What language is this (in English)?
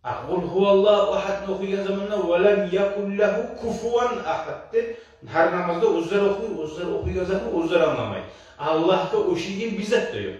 Kumyk